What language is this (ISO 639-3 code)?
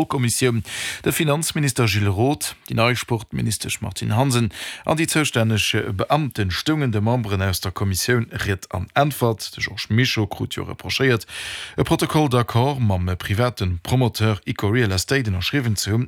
ltz